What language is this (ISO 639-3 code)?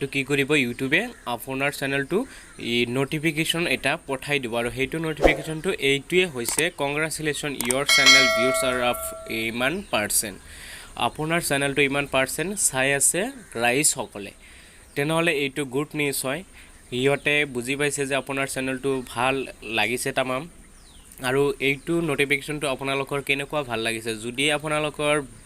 asm